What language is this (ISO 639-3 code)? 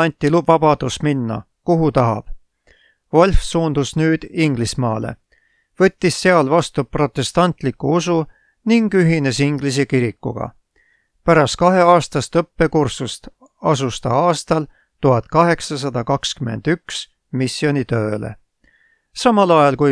est